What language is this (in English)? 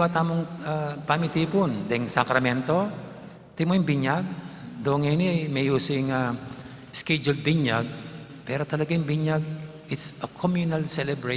Pampanga